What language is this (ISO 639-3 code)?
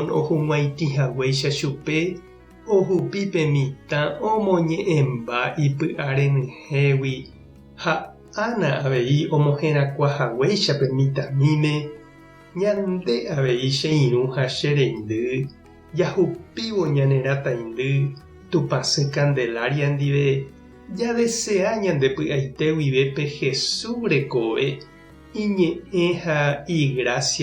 grn